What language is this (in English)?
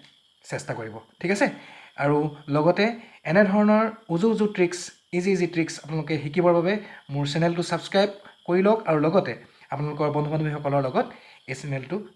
Assamese